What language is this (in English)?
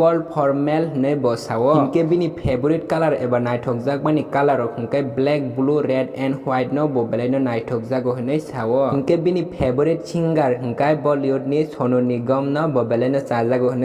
Kok Borok